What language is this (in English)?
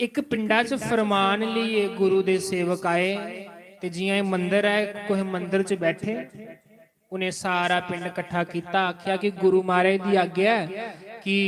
Dogri